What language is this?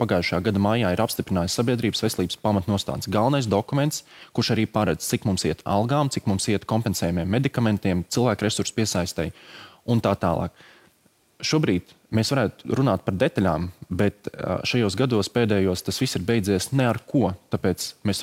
Latvian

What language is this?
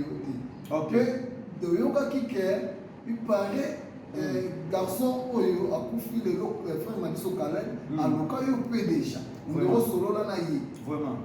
Lingala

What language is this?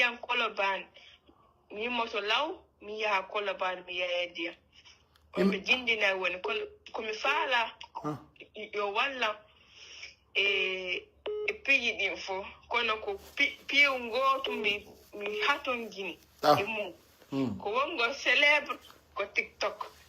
Pular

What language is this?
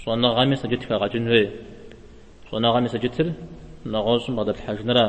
Kabardian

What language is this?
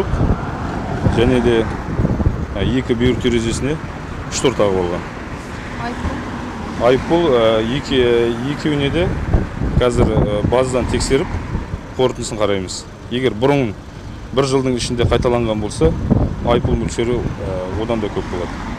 Kazakh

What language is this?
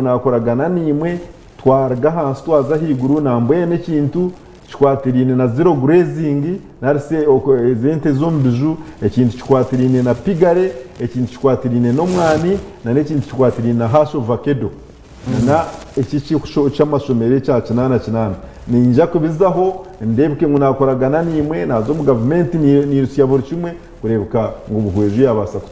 Nyankole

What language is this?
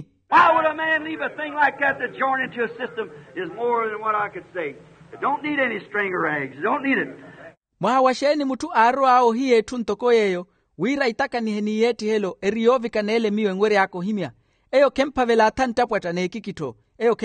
Makhuwa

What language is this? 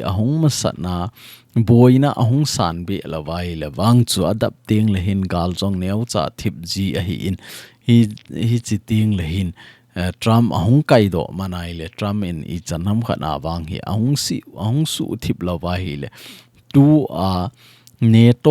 Thado Chin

